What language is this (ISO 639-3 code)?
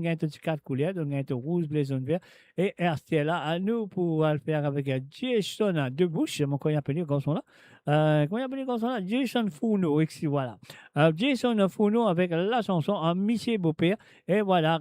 mfe